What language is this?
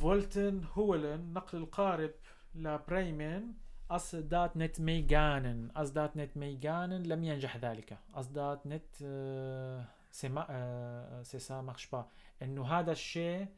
North Levantine Arabic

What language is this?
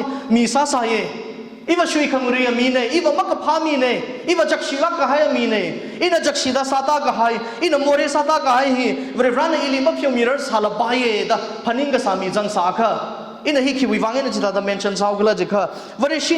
Tangkhul Naga (India)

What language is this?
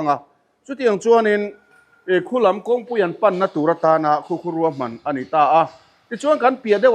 Mizo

